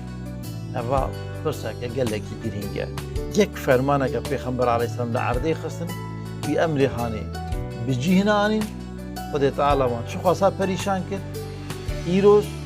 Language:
Kurdish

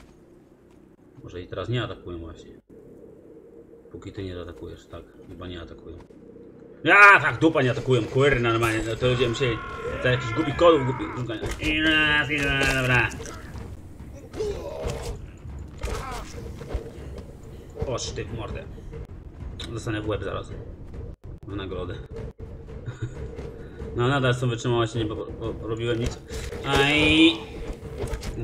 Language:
Polish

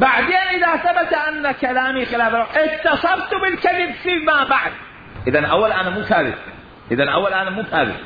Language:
Mesopotamian Arabic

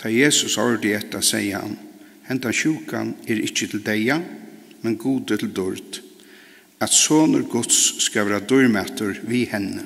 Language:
Faroese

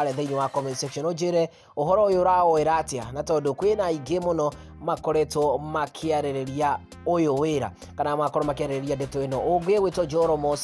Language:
Kikuyu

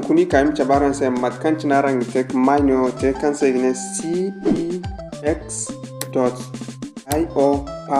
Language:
Zarma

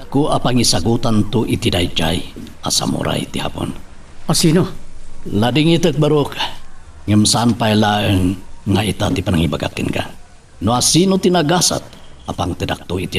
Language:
Iloko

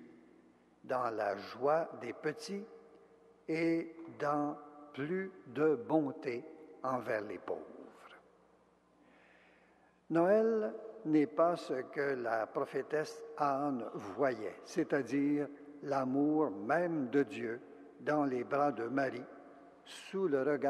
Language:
French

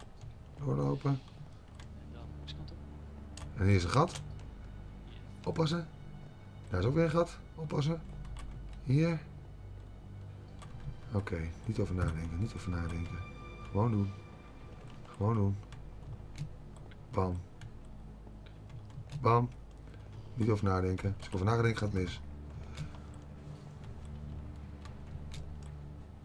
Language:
Dutch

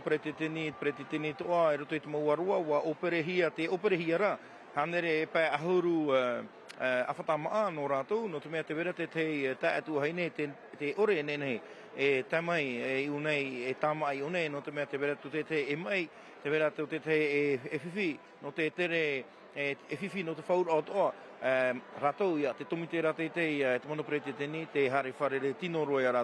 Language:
Tahitian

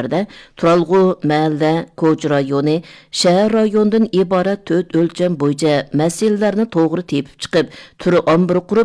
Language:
Uyghur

